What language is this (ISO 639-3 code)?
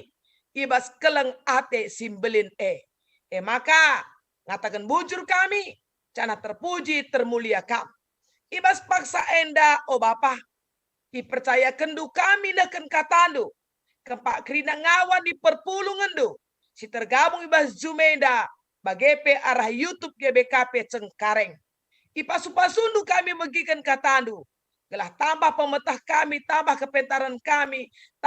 btx